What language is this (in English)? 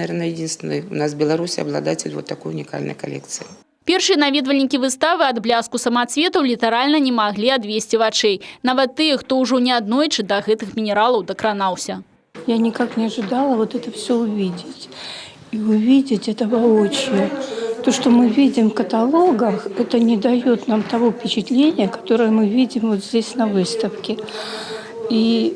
Belarusian